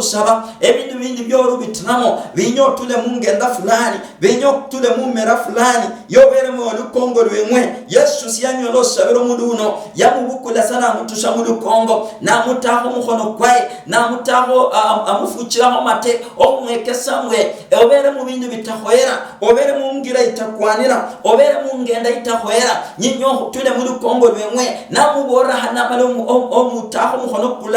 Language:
Luyia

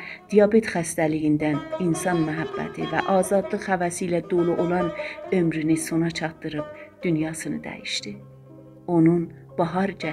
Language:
South Azerbaijani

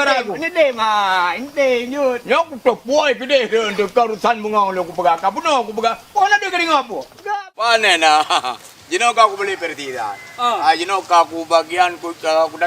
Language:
Achinese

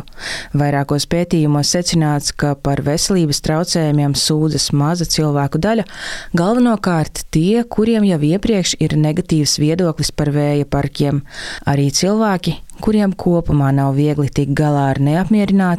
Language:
Latvian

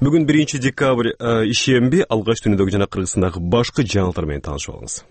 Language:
Kyrgyz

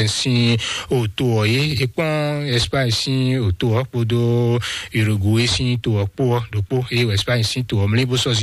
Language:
Fon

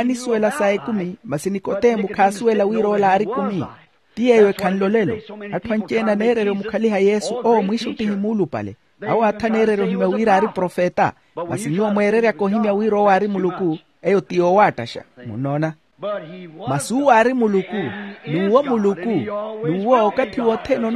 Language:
Makhuwa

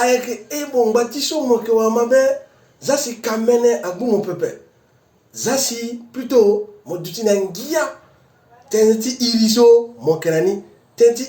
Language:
Sango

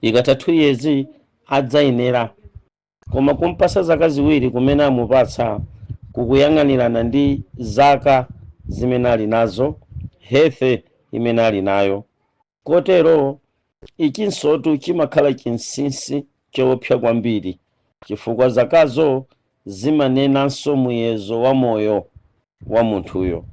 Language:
Nyanja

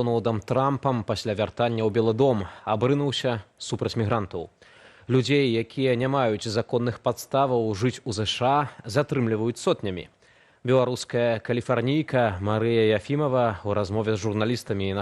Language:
Belarusian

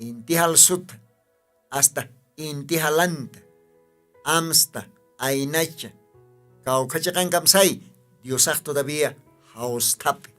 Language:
Aymara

